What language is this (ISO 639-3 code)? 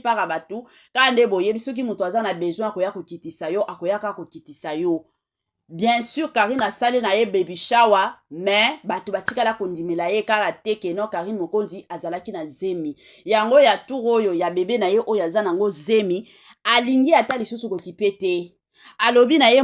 lin